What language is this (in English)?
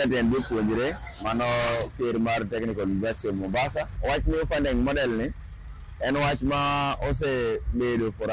Luo (Kenya and Tanzania)